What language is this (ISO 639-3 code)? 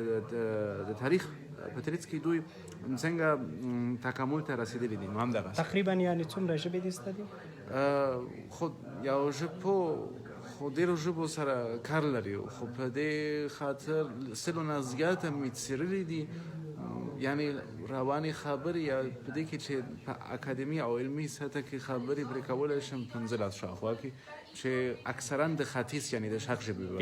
pus